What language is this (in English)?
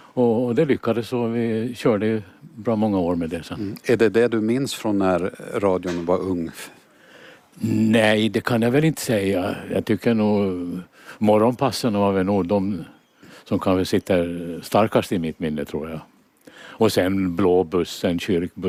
Swedish